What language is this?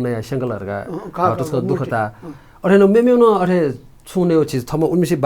Newari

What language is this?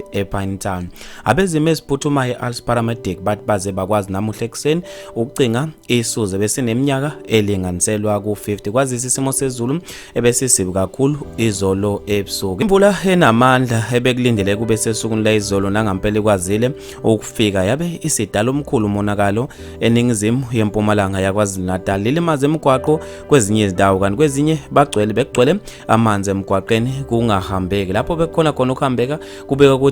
Zulu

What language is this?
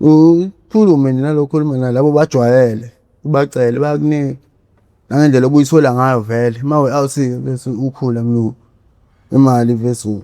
Zulu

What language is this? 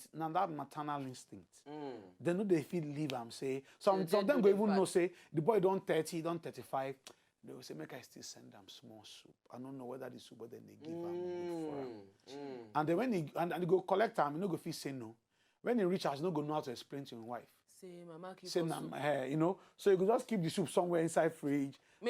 Nigerian Pidgin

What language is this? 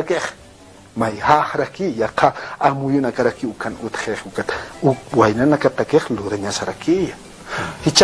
Aymara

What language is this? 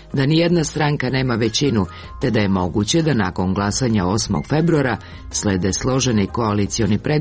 Serbian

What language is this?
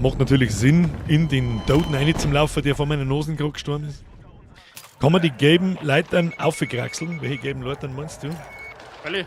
Bavarian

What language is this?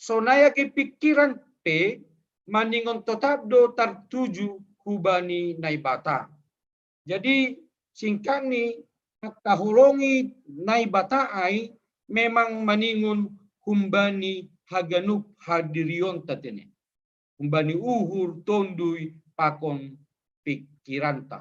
Batak Simalungun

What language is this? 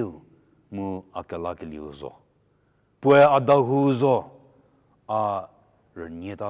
Angami Naga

